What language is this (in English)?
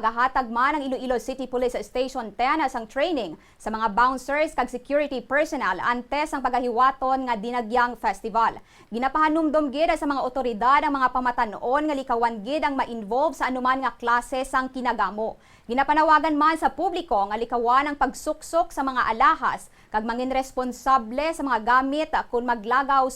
Hiligaynon